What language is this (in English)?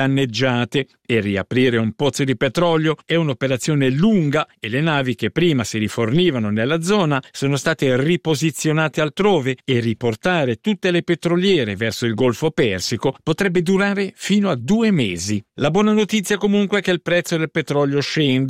Italian